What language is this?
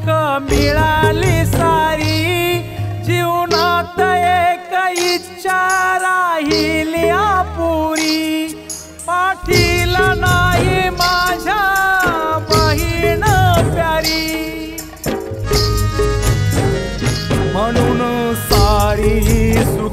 Marathi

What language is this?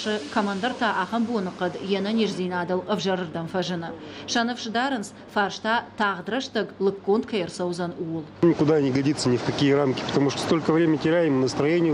Ossetic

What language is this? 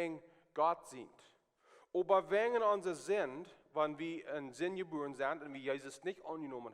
Plautdietsch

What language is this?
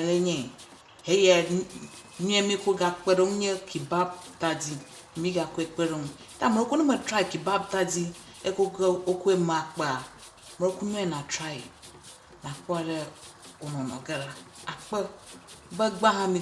Ewe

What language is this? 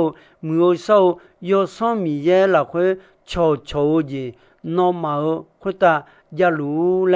Akha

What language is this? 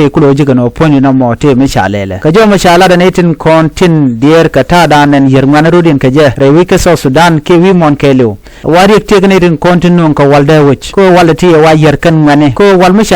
Nuer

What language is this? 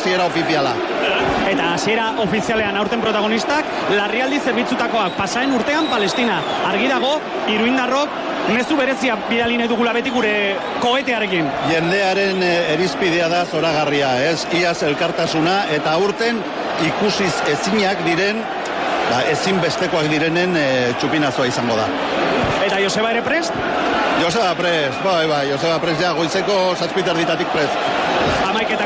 Basque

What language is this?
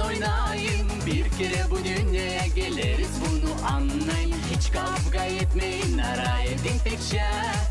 Gagauz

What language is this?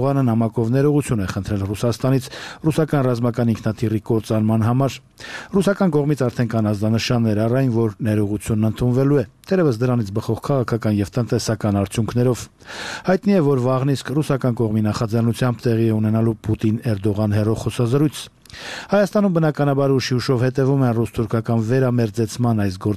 Armenian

